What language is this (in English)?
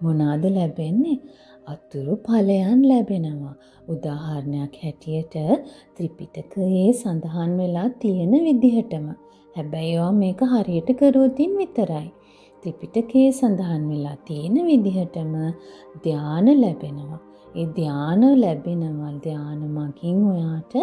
Sinhala